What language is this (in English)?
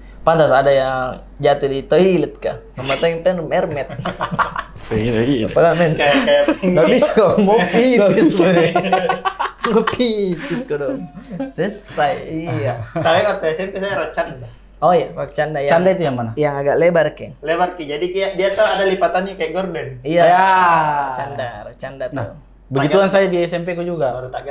Makassar Malay